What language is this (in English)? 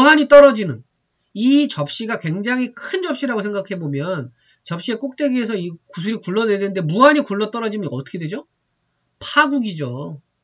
Korean